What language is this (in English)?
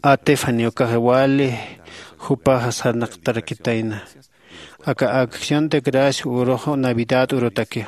Aymara